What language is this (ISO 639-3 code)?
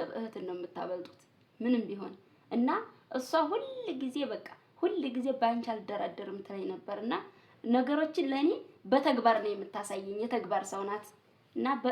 amh